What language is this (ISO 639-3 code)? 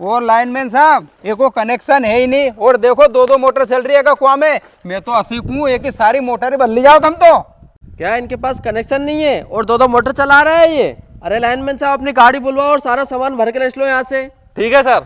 raj